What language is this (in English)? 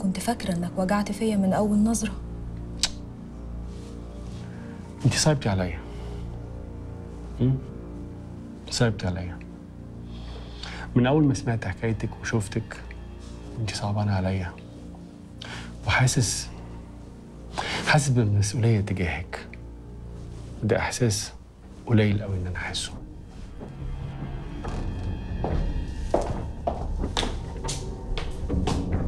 Egyptian Arabic